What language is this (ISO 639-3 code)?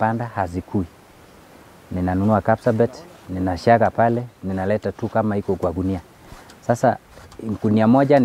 swa